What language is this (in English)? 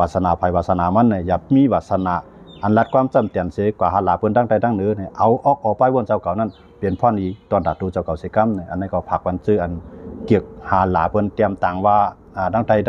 Shan